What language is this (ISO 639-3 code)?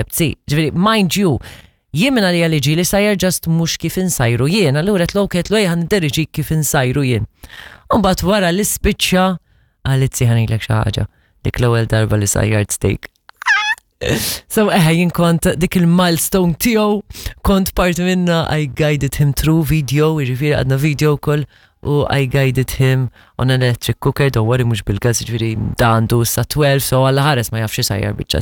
mlt